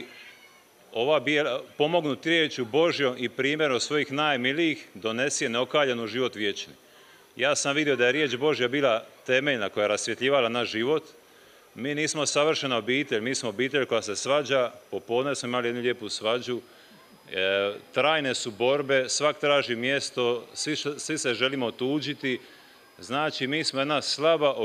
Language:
Croatian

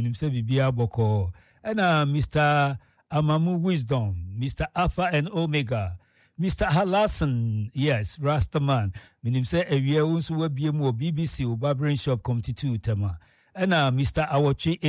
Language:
Akan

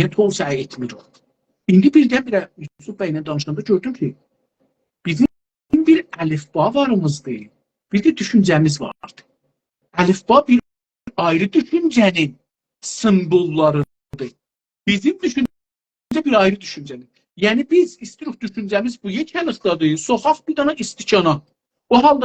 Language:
South Azerbaijani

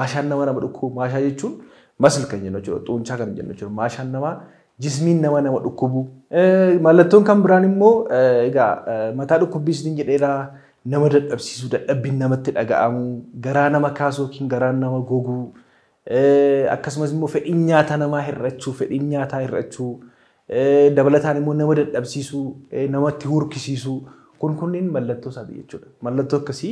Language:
Oromo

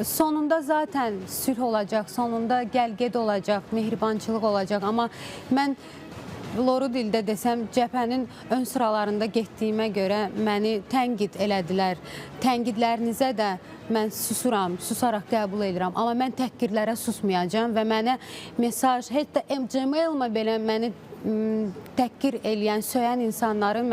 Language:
Azerbaijani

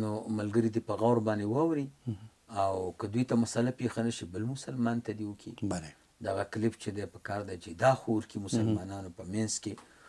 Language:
Pashto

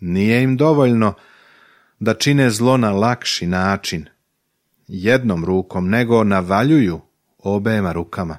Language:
Serbian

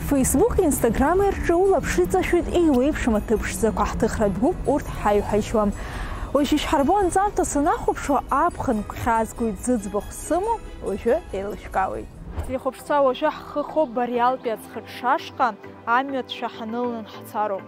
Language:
Abkhazian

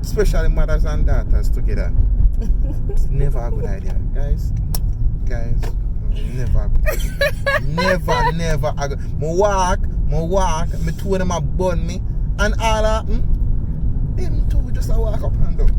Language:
Jamaican Creole English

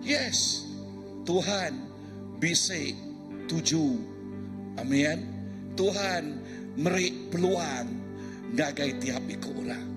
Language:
Iban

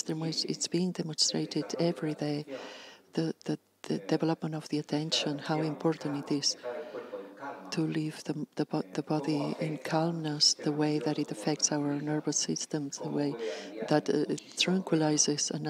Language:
English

